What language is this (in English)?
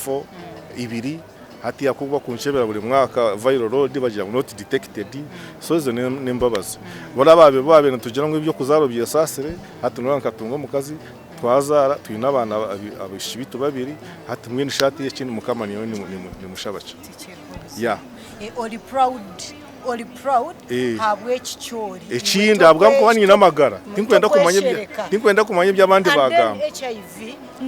Nyankole